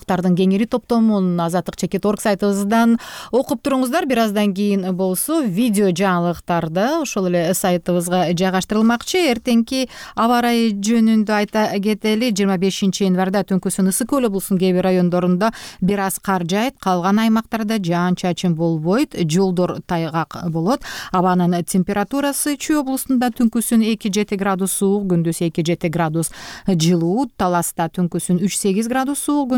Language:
Kyrgyz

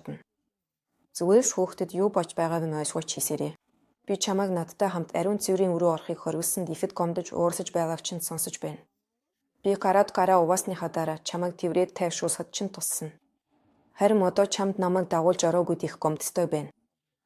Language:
Mongolian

